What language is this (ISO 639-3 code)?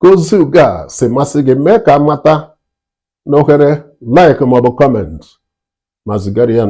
ibo